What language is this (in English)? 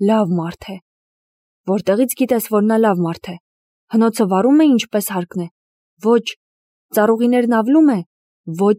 Armenian